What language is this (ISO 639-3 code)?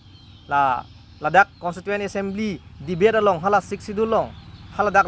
mjw